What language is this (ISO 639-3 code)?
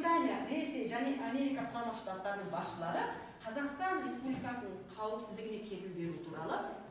kaz